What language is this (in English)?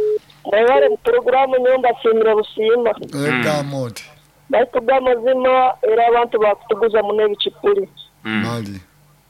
Nyoro